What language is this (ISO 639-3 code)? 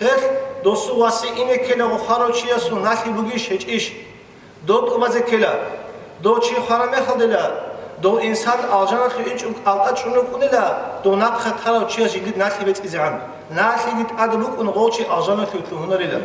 ava